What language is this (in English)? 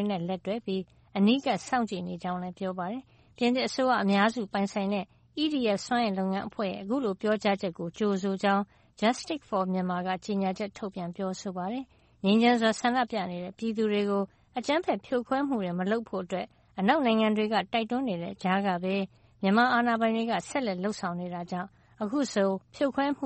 Burmese